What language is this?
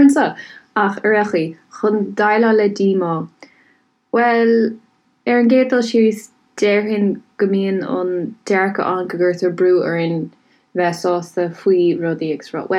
Irish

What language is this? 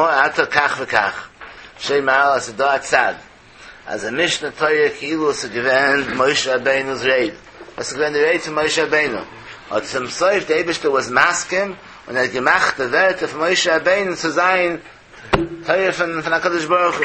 Yiddish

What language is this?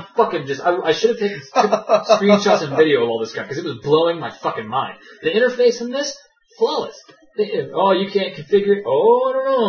English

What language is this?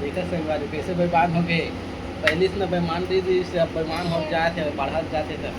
Chhattisgarhi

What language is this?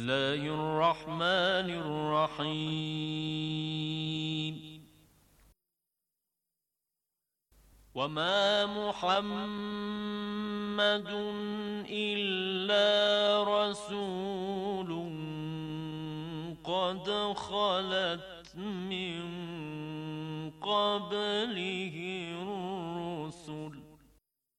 Bangla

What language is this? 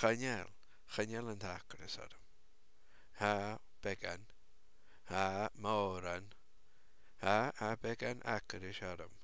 Scottish Gaelic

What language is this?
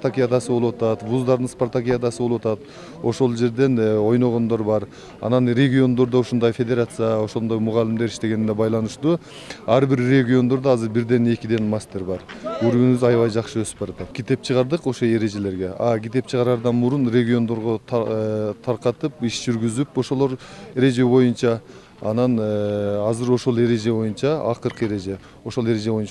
Kyrgyz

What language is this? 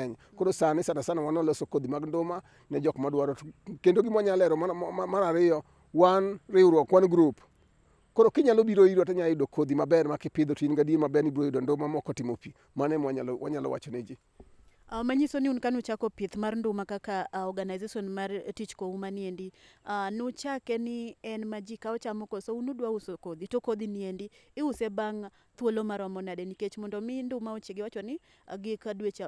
Luo (Kenya and Tanzania)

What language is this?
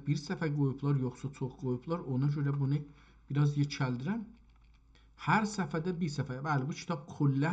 South Azerbaijani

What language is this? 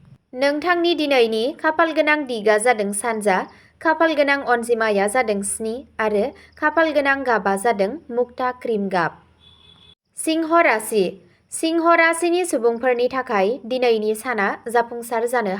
Bodo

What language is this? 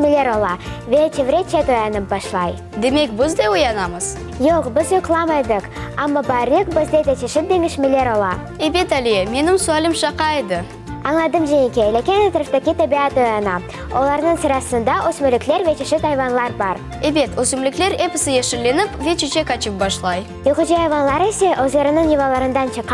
Crimean Tatar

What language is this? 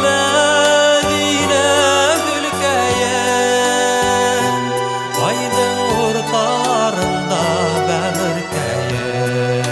Bashkir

